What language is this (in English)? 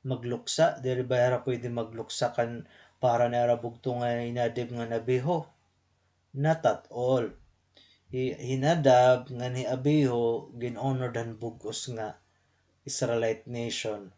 Waray